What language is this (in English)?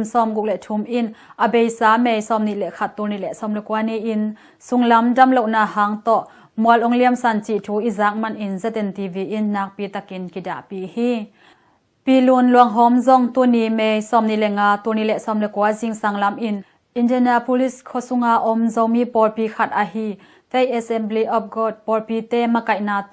Tedim Chin